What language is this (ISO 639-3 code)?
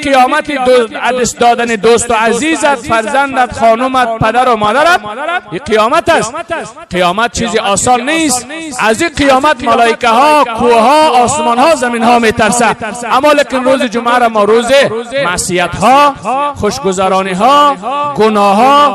fas